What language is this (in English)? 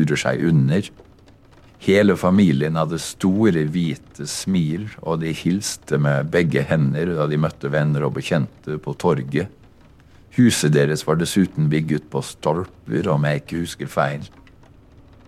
Norwegian